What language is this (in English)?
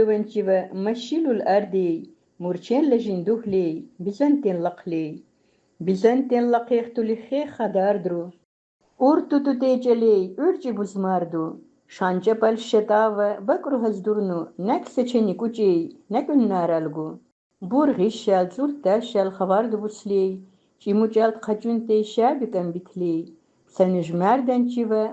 Lak